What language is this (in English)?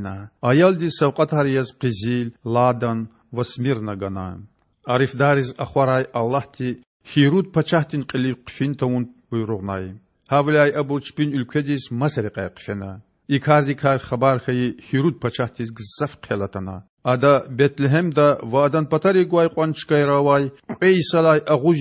Lezghian